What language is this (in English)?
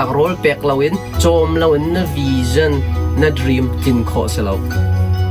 Hakha Chin